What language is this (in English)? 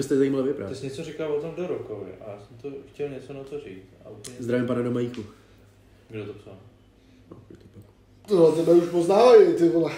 Czech